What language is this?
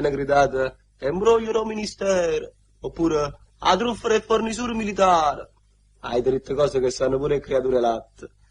Neapolitan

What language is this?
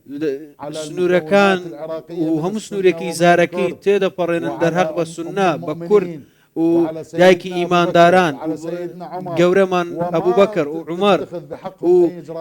Central Kurdish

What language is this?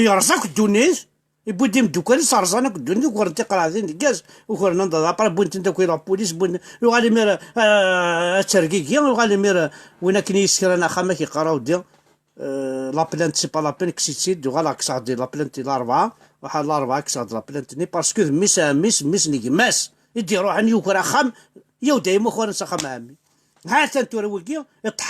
Kabyle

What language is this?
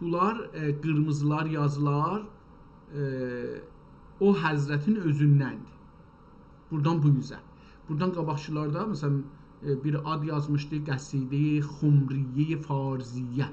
South Azerbaijani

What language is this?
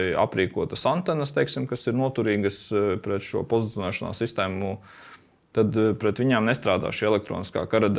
Latvian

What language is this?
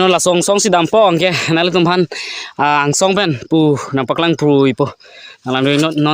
Karbi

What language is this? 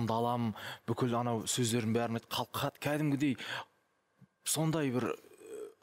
Kazakh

